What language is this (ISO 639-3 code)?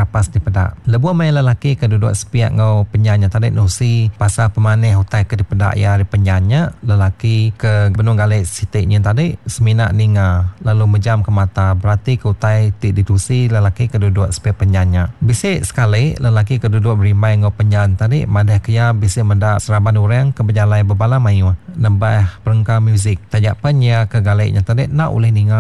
iba